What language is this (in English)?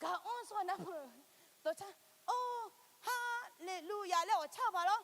Akha